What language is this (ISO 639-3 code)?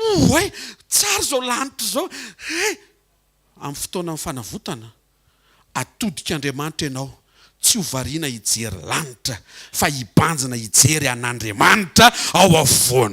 mlg